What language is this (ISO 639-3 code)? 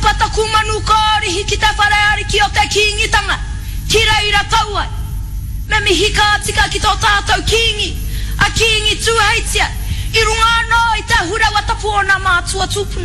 mri